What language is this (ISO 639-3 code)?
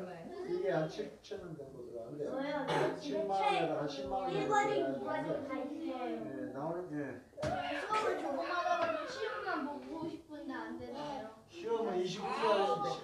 kor